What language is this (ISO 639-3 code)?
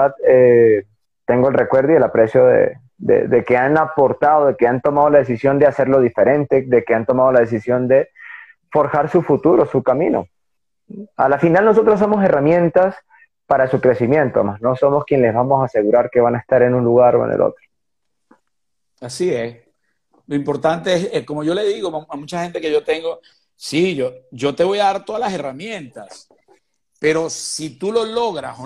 spa